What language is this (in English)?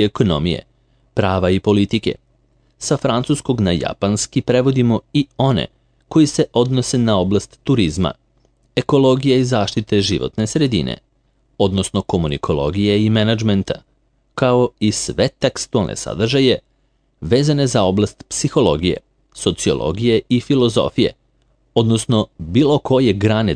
Serbian